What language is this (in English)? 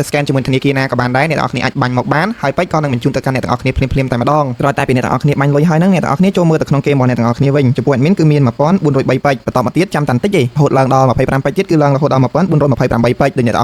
Khmer